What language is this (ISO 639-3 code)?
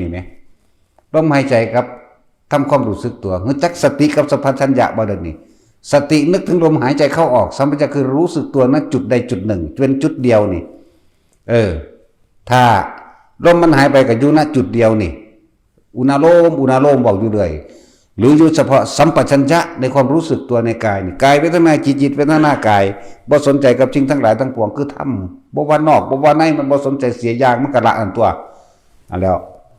tts